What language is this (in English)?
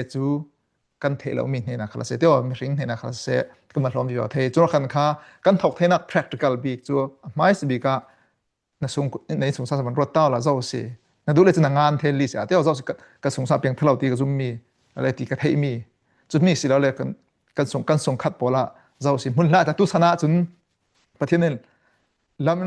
Falam Chin